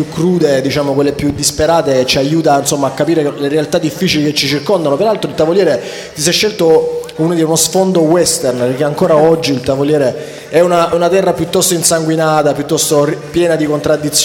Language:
Italian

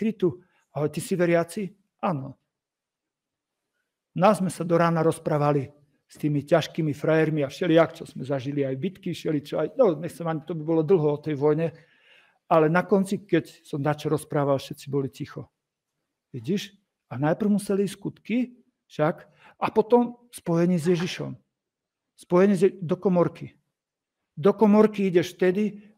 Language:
Slovak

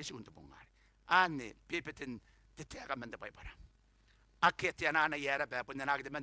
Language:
Gilbertese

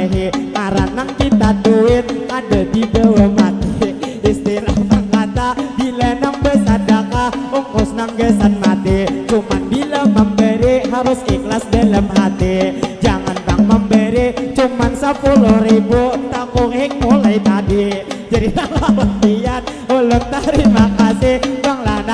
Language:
Banjar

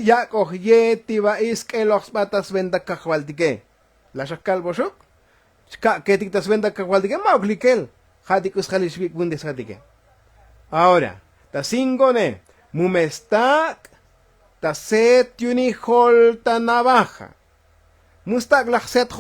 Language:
Tzotzil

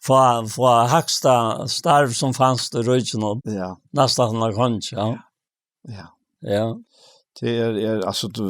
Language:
Faroese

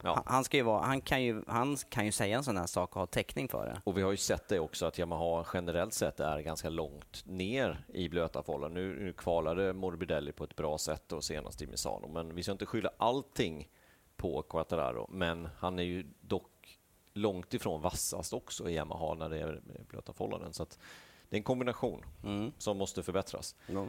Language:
Swedish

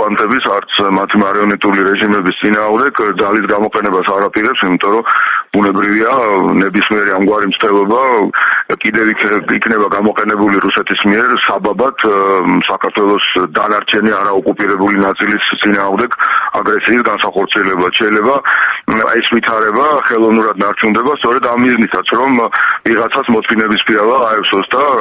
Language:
Georgian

